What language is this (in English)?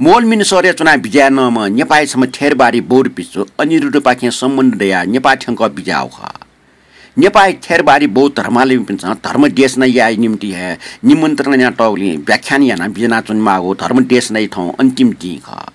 Newari